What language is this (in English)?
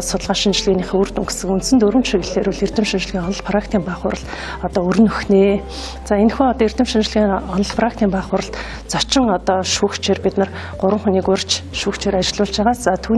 Mongolian